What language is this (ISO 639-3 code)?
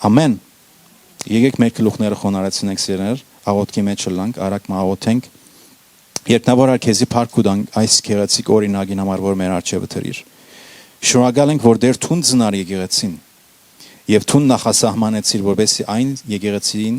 hyw